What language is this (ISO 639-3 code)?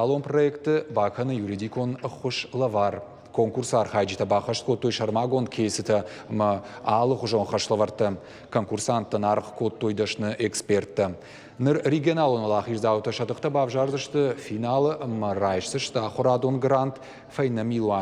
oss